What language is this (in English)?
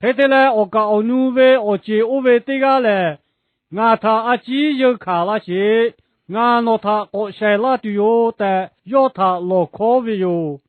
Lahu